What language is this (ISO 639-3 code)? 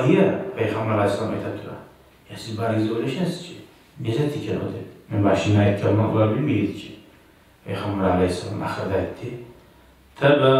kum